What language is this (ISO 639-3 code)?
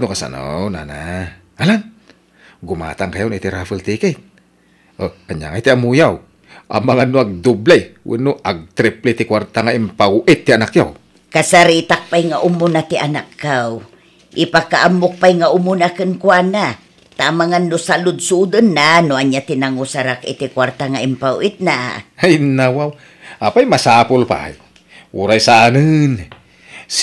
ilo